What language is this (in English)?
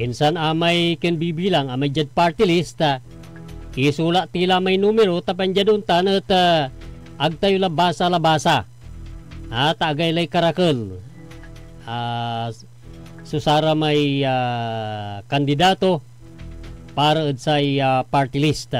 Pangasinan